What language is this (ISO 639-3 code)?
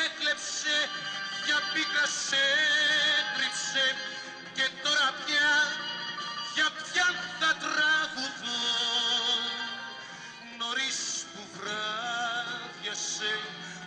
ell